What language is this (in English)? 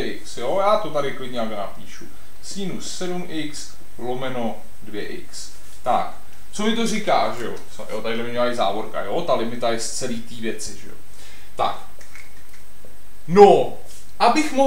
Czech